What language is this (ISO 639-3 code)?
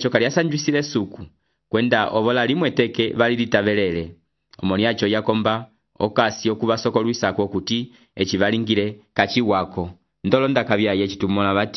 umb